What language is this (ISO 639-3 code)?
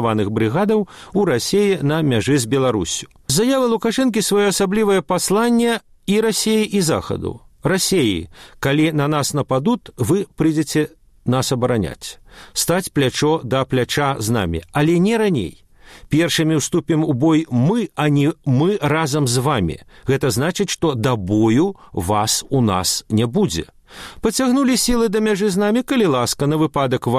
bel